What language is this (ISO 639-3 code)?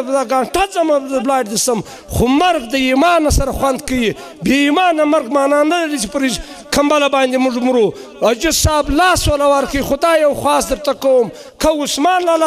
pus